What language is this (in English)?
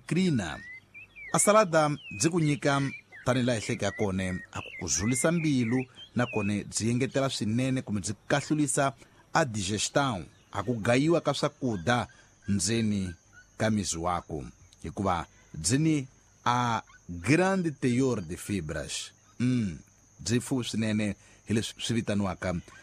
Tsonga